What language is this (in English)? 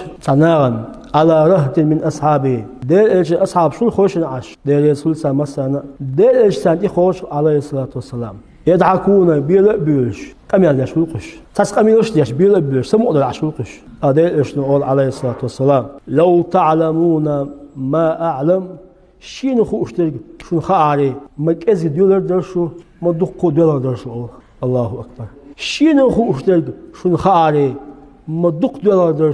Chechen